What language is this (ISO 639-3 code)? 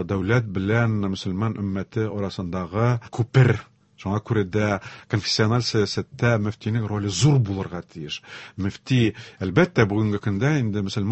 tat